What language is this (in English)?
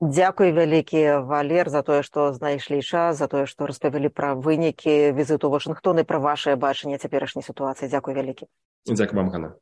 Belarusian